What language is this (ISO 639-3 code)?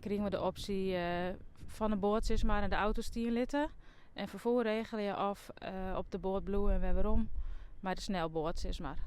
fry